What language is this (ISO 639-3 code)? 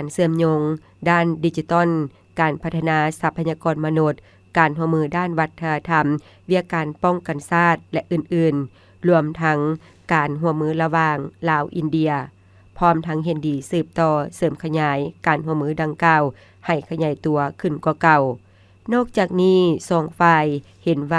lao